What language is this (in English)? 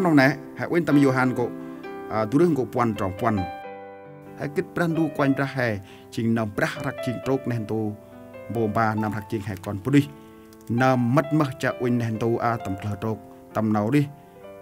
Central Mnong